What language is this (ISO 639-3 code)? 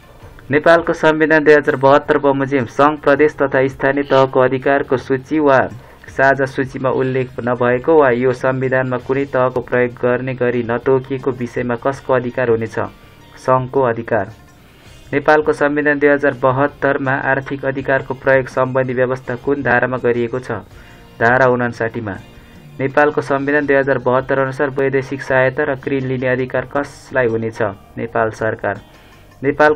nep